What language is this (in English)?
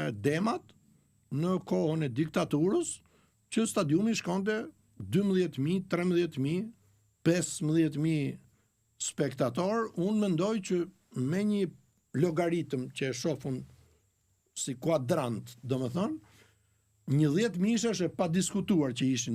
Albanian